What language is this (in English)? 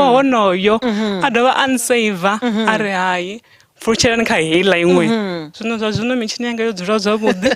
Venda